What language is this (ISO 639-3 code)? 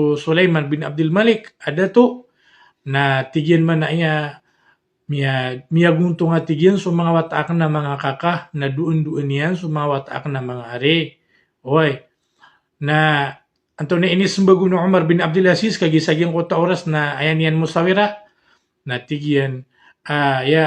mrw